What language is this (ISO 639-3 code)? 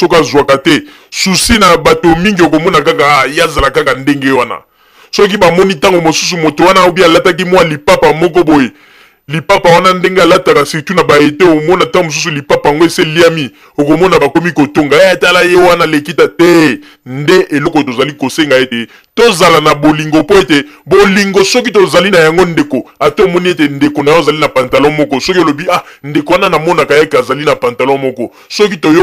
lin